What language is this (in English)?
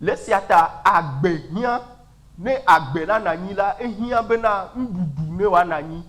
Ewe